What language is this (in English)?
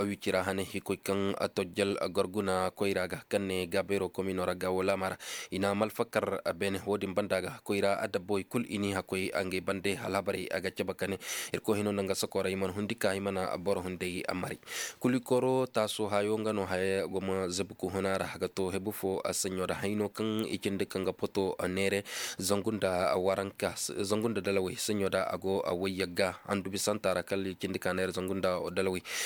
Koyraboro Senni